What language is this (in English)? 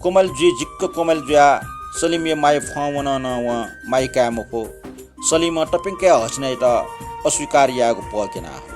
Newari